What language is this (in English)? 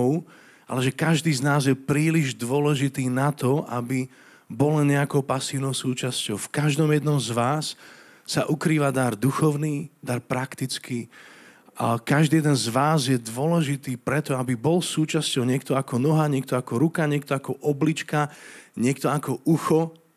Slovak